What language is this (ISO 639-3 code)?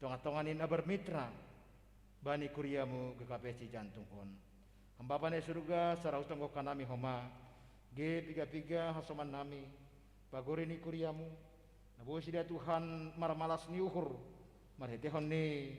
bts